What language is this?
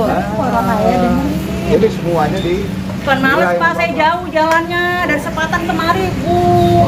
Betawi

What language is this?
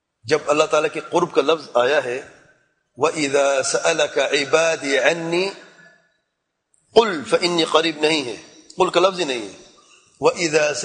Urdu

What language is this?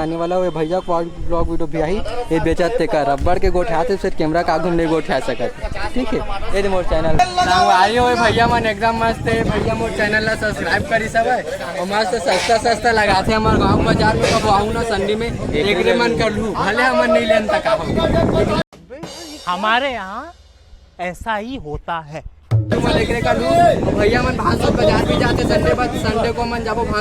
Chhattisgarhi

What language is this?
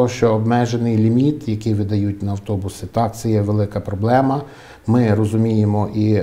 Ukrainian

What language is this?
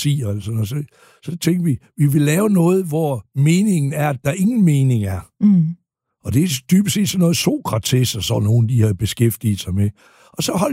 Danish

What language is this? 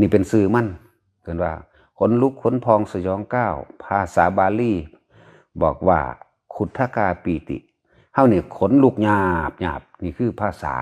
Northeastern Thai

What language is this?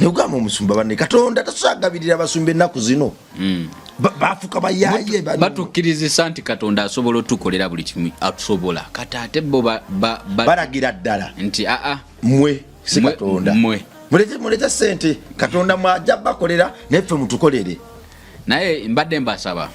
Ganda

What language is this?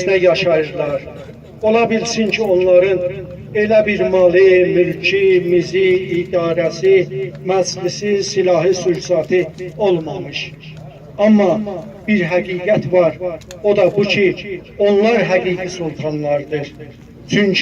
South Azerbaijani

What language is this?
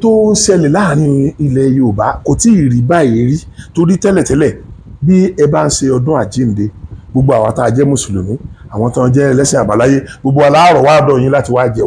Yoruba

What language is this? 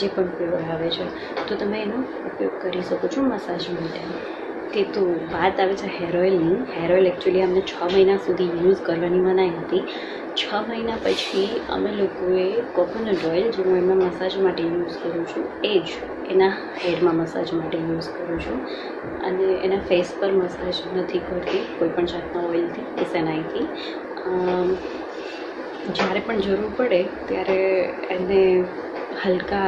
Gujarati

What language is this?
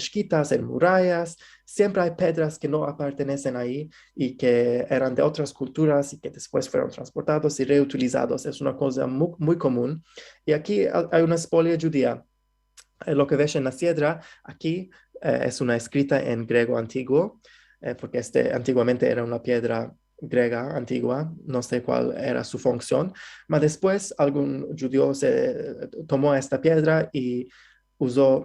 Ladino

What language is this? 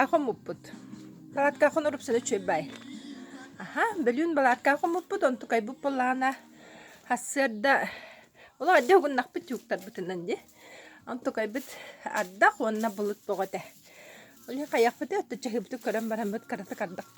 Yakut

